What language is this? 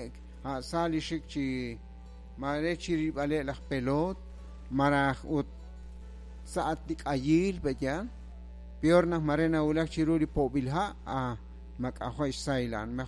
Kekchí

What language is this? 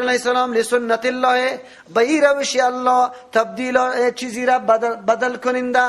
Persian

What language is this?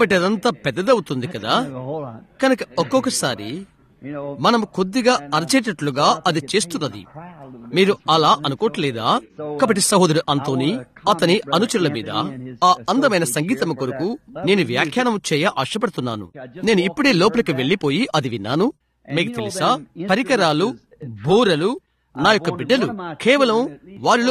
Telugu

